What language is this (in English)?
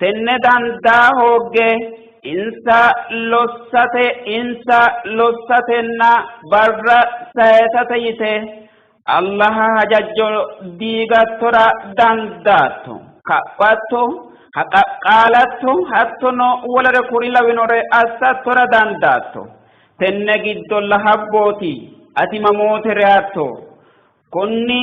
Sidamo